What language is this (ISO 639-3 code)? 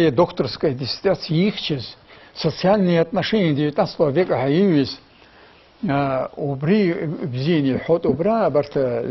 abk